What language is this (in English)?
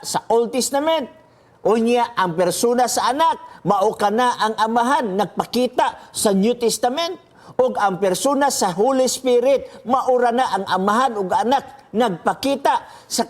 Cebuano